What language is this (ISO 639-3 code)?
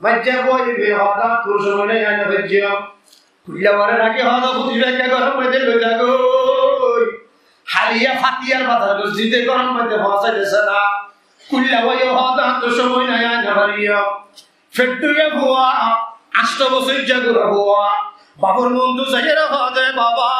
rhg